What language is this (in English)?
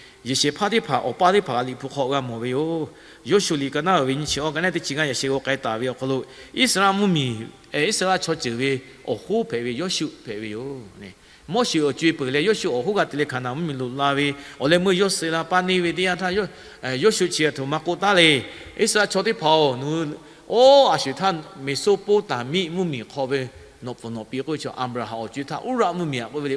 Lahu